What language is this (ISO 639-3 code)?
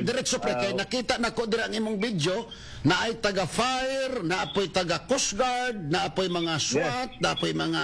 ceb